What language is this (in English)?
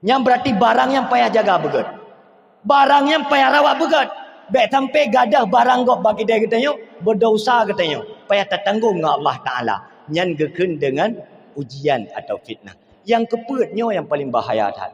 Achinese